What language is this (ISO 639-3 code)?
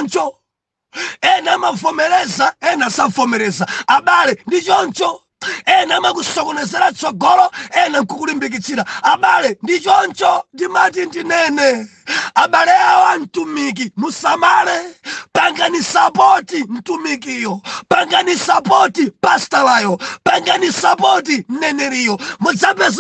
nya